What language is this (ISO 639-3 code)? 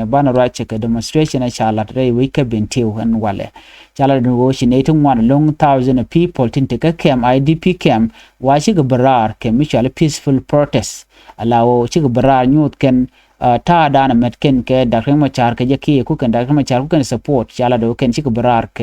nus